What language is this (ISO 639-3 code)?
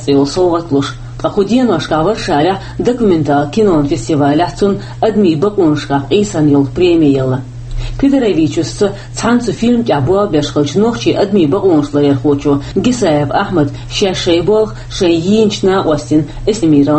che